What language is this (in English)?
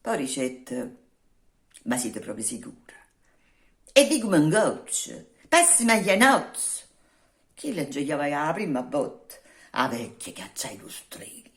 Neapolitan